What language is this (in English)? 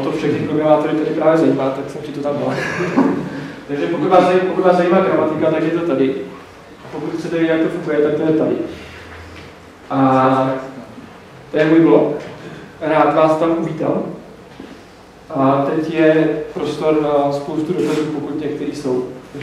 Czech